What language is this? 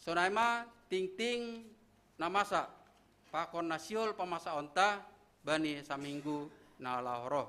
Batak Simalungun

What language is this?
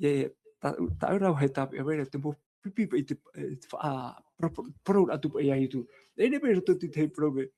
Tahitian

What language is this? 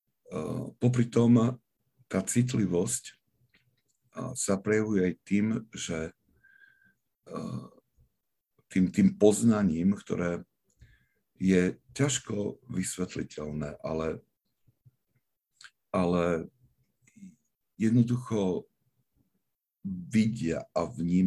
Slovak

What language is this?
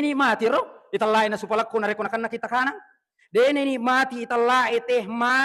Buginese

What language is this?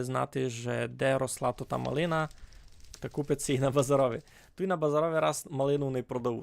Rusyn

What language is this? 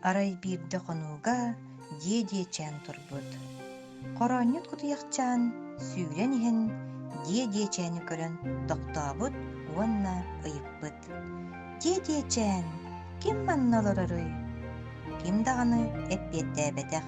Yakut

